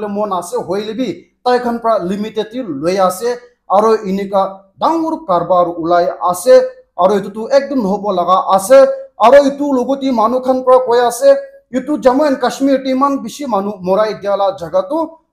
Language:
Naga Pidgin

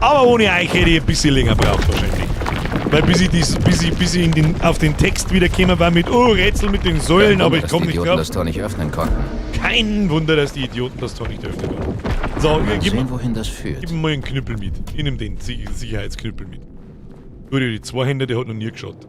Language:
Bavarian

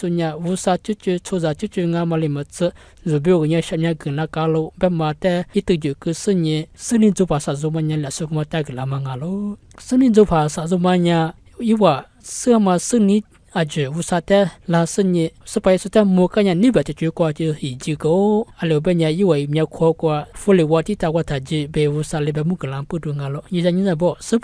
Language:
Lisu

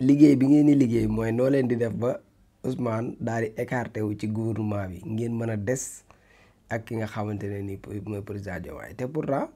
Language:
Wolof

